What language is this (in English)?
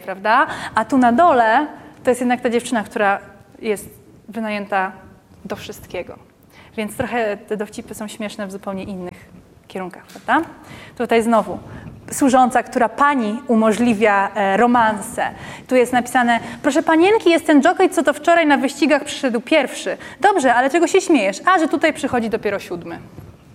Polish